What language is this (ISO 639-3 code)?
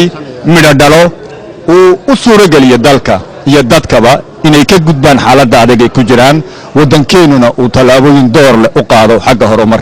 som